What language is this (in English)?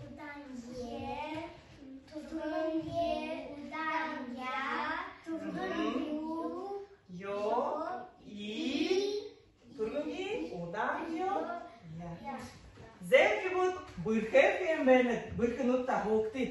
Buriat